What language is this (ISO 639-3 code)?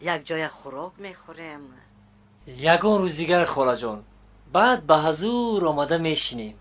tgk